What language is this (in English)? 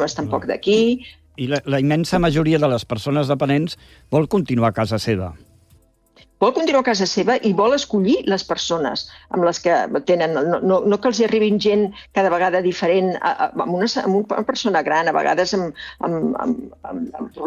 Catalan